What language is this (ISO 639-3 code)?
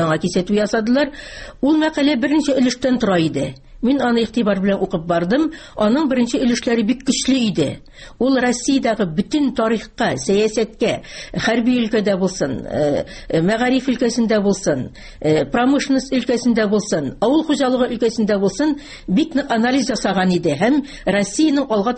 tat